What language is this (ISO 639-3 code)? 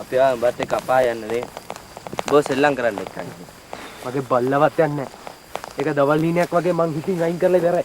sin